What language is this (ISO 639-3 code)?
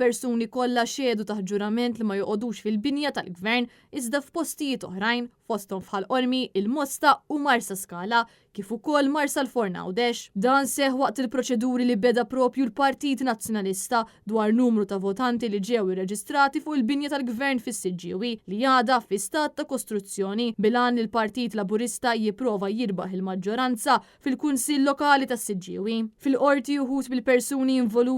mlt